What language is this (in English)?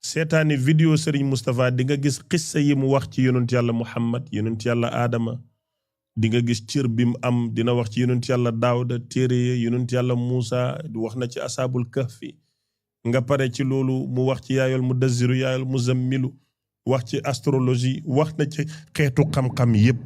Wolof